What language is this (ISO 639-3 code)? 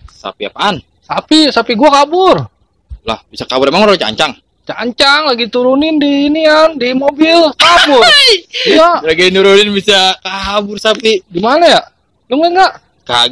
bew